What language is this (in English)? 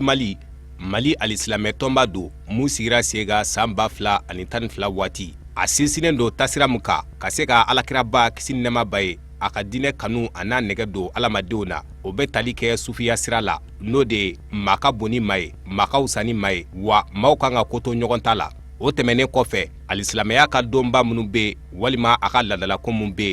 Bambara